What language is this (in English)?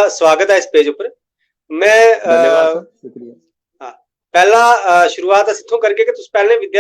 Dogri